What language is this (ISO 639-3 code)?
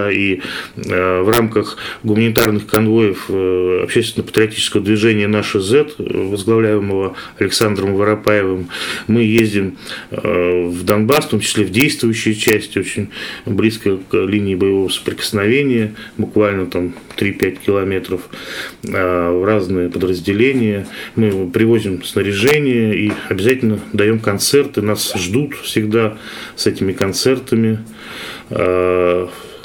rus